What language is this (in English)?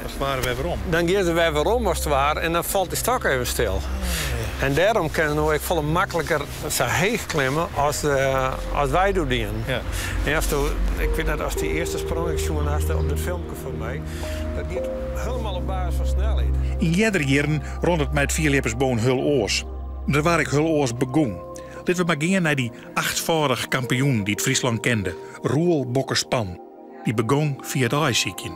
Western Frisian